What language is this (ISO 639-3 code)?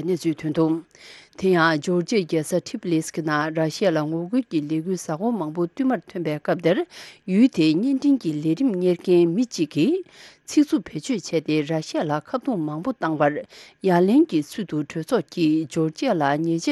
bod